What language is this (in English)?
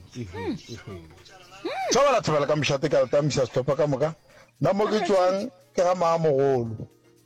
Northern Sotho